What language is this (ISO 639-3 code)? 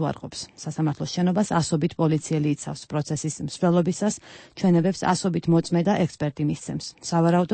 kat